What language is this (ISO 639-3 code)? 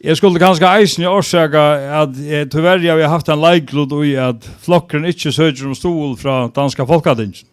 fao